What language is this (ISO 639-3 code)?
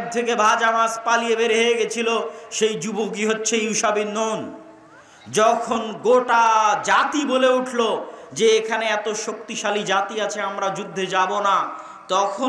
ben